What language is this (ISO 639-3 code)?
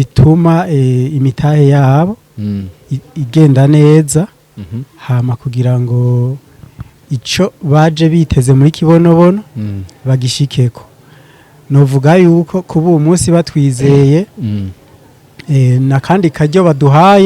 run